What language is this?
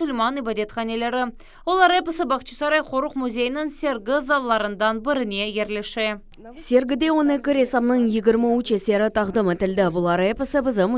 Crimean Tatar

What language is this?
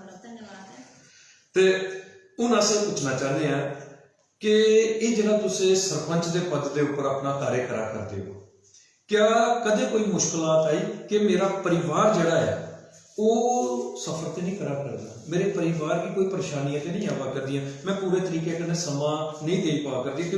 Dogri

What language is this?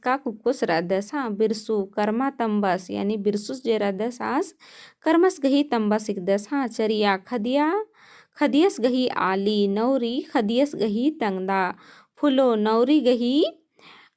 Kurukh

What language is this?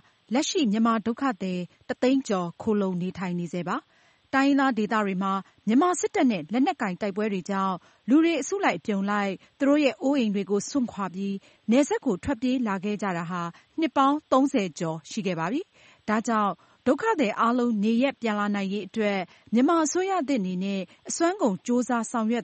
Burmese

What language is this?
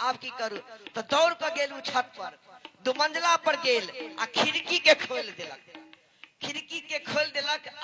Maithili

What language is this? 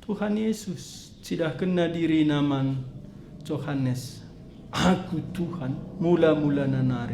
Batak Karo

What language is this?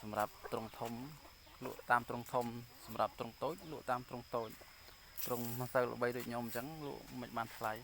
Khmer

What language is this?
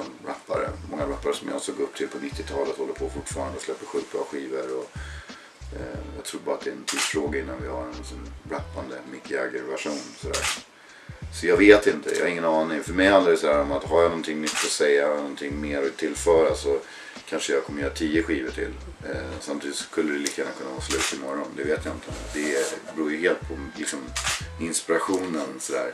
Swedish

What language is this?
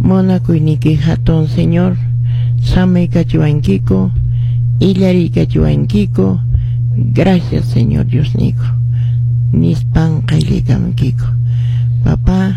Quechua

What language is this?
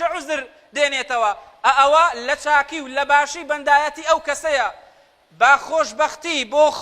Central Kurdish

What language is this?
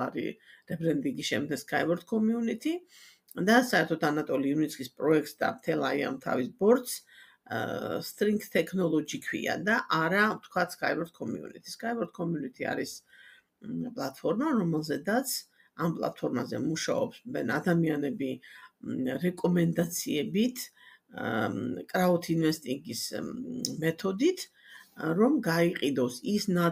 Georgian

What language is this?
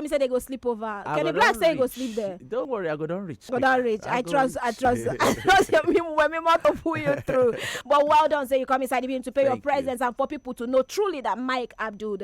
Nigerian Pidgin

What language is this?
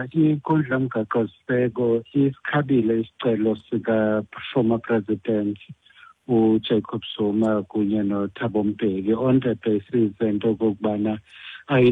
Xhosa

